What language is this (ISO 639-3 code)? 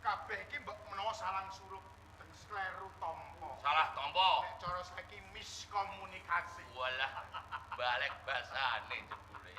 jav